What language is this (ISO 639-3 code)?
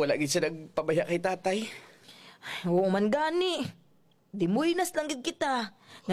hil